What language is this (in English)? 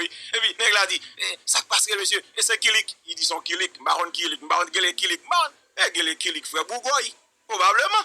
Haitian Creole